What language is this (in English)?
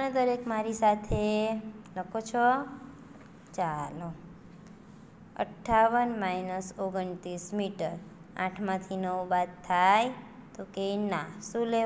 Gujarati